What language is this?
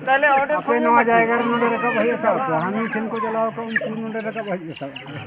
Santali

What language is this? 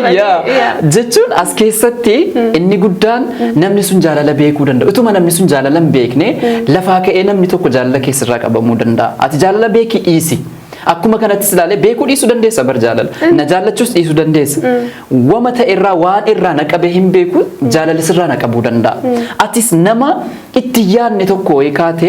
Oromo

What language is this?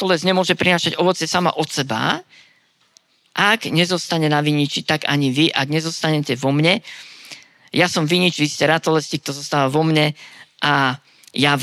Slovak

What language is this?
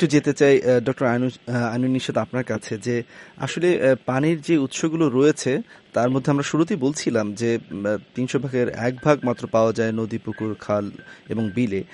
Bangla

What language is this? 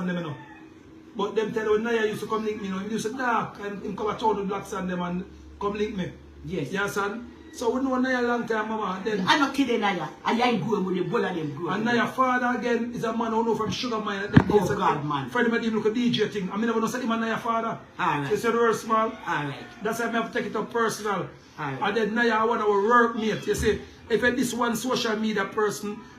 Jamaican Creole English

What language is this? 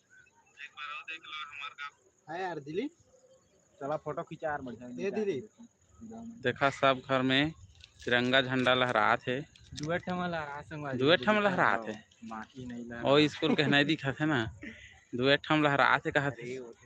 Chhattisgarhi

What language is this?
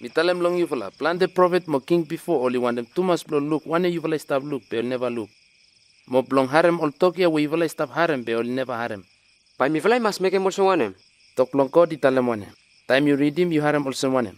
Bislama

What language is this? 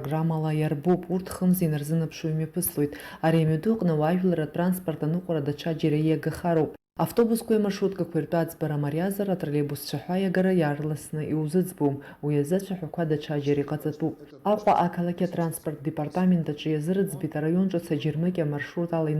Abkhazian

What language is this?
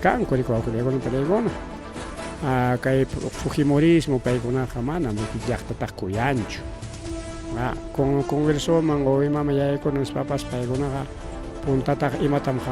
Ayacucho Quechua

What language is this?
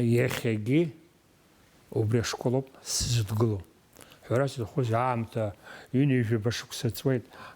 Abkhazian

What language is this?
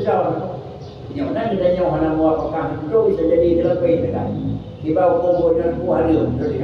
Achinese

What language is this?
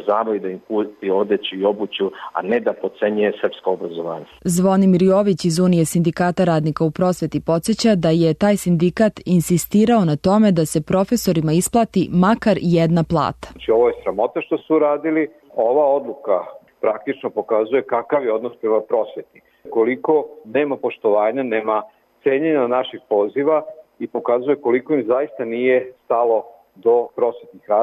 Serbian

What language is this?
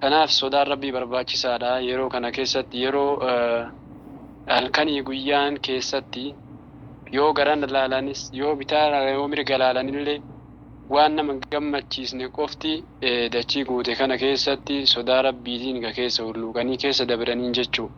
Oromo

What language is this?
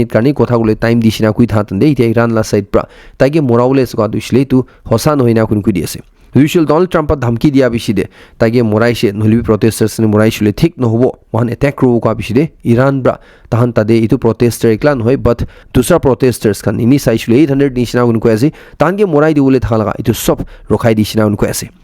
Naga Pidgin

